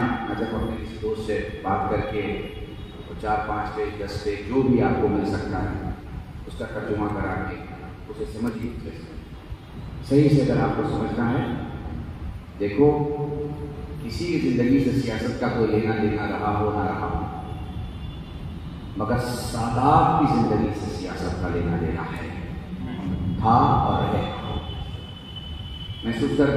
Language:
Urdu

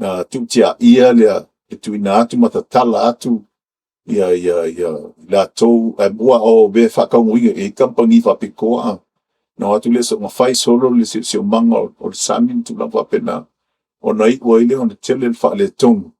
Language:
Samoan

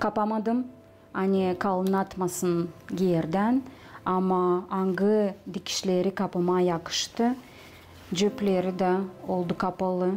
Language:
Gagauz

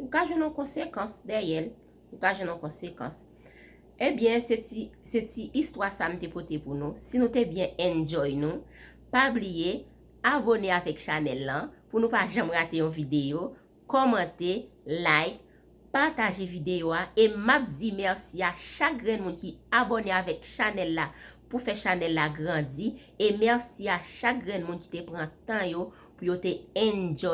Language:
Haitian Creole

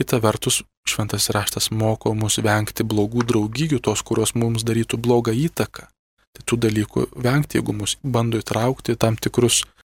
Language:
Lithuanian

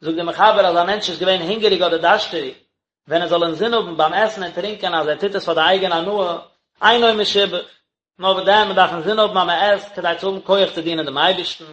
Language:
Yiddish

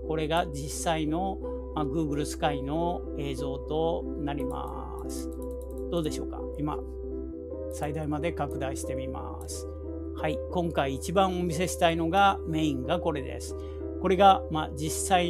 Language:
Japanese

